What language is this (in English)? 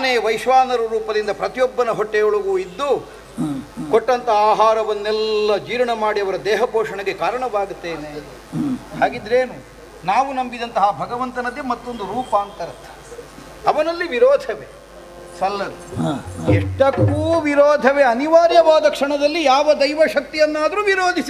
Kannada